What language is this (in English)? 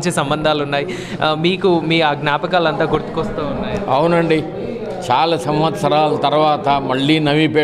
Telugu